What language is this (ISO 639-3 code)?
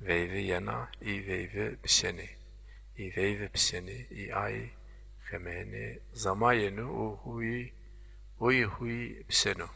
zza